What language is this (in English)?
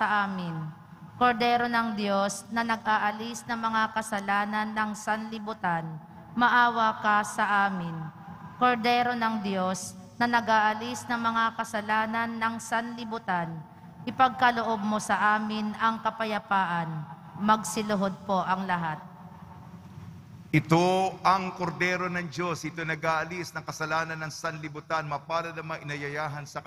Filipino